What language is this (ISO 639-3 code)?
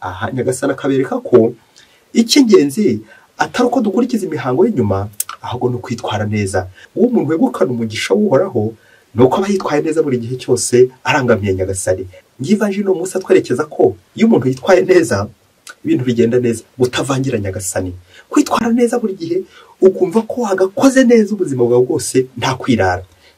kin